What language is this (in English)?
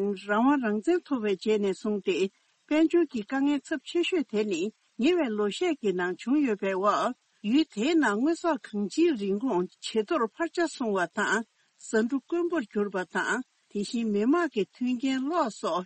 Tibetan